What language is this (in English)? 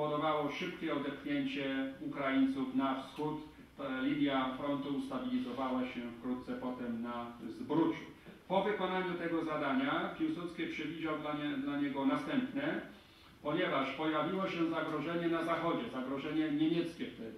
Polish